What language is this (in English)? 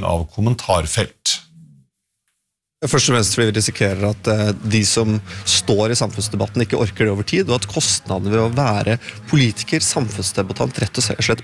Norwegian